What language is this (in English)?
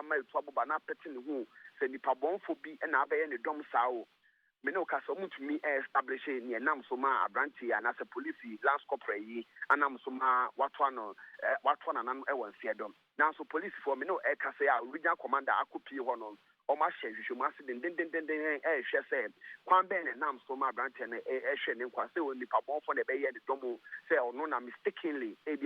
Akan